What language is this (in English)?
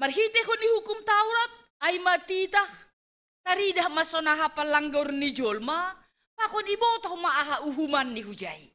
Batak Simalungun